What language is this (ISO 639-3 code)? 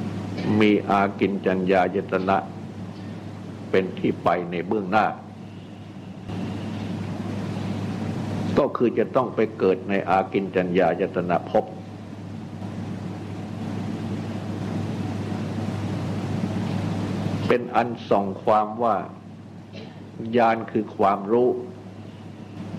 tha